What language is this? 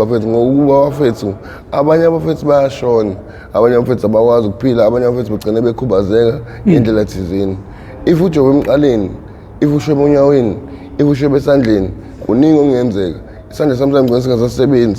Zulu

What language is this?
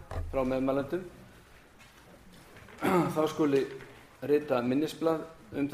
Icelandic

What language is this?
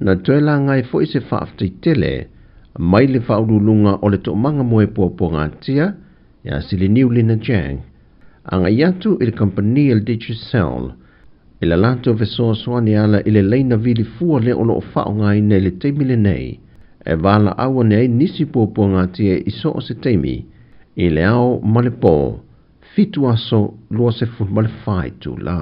Samoan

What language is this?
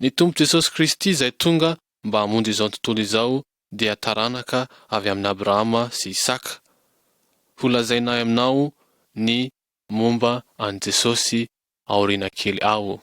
Malagasy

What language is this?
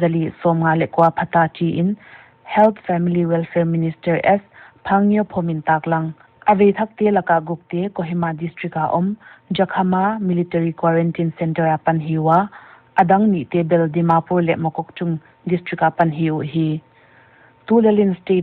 Paite Chin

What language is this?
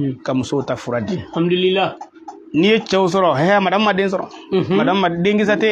Bambara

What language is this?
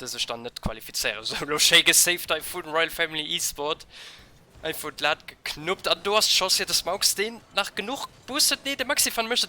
Luxembourgish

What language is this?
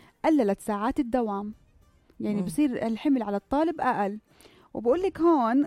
North Levantine Arabic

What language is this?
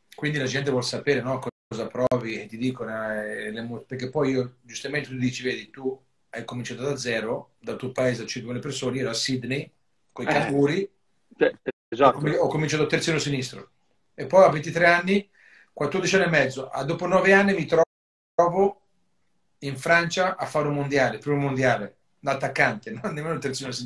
Italian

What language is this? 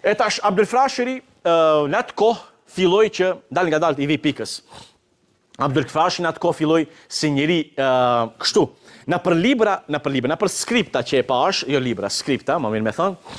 Albanian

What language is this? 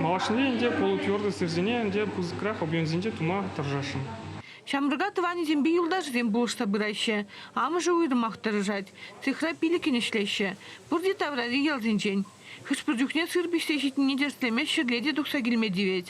Chuvash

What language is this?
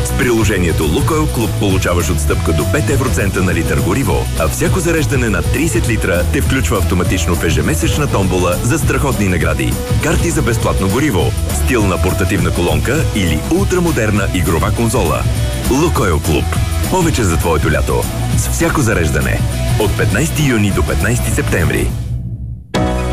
Bulgarian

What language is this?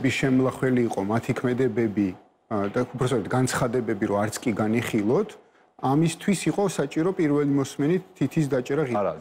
Georgian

